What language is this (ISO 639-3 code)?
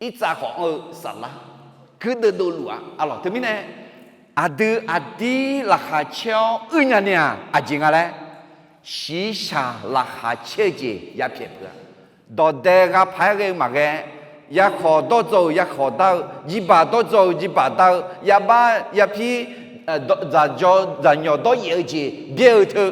ahk